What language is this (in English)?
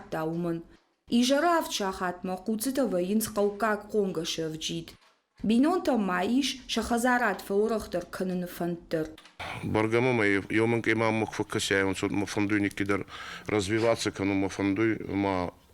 Ossetic